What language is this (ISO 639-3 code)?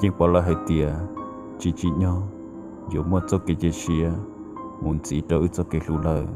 hmn